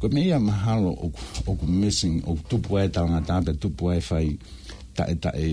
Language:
Tongan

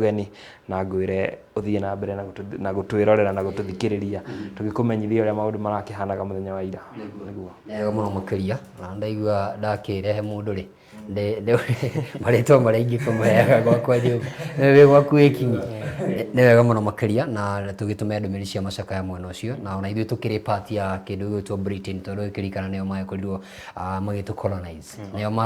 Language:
Kikuyu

